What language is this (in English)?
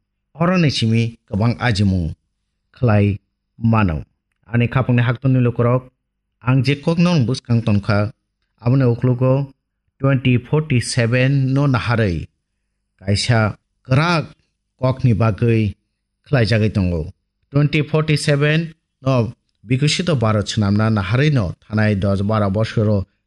Kok Borok